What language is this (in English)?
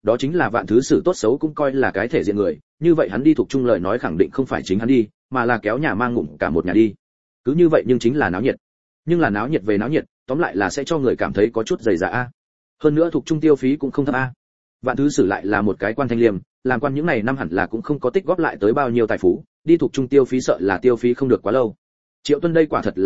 Vietnamese